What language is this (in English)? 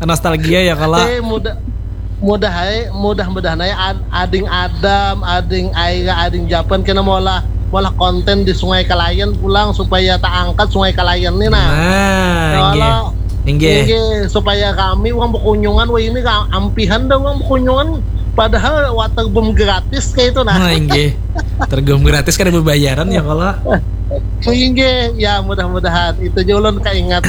Banjar